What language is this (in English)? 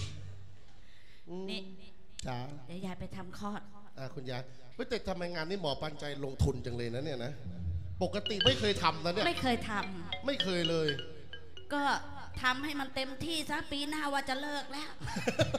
Thai